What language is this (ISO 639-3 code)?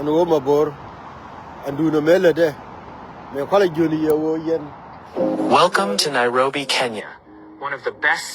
nus